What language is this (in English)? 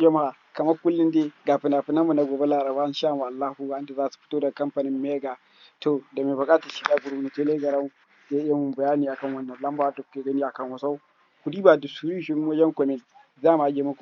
Hausa